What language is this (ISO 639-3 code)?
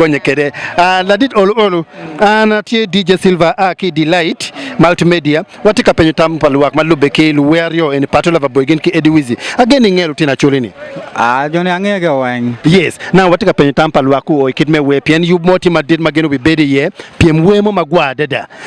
ach